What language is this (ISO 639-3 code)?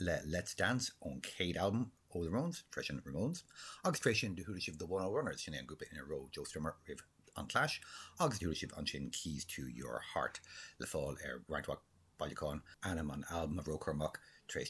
gle